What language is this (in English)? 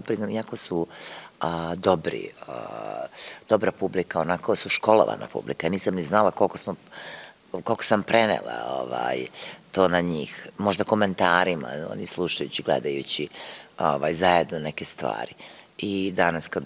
Serbian